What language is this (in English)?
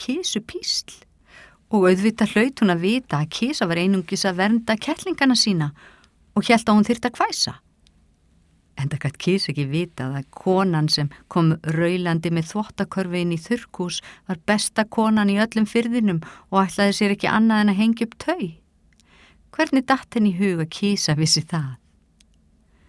Icelandic